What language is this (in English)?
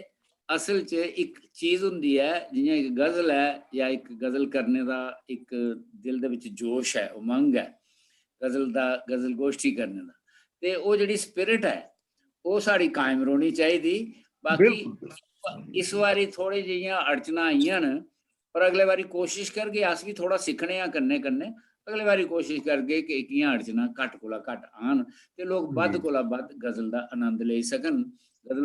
Dogri